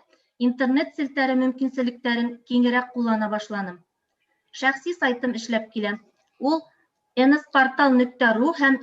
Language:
Bashkir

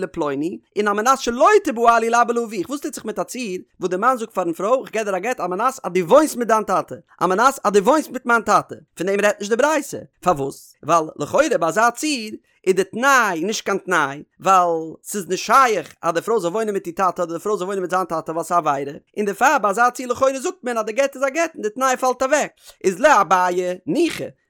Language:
Yiddish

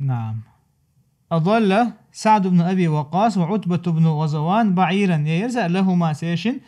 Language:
Chechen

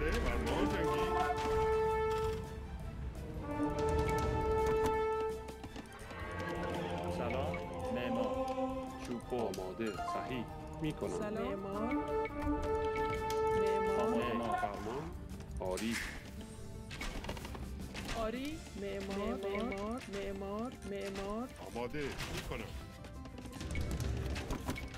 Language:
Persian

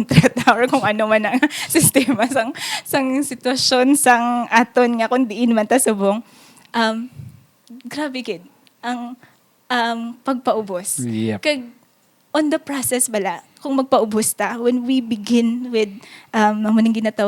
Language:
Hiligaynon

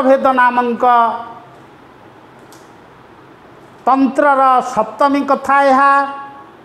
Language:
Odia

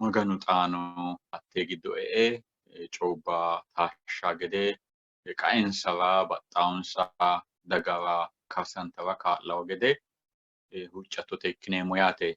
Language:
Sidamo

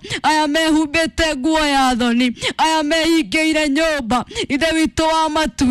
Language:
Kikuyu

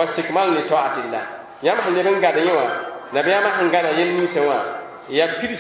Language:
Mossi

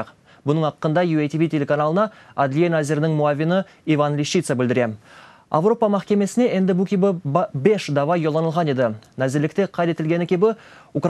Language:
Crimean Tatar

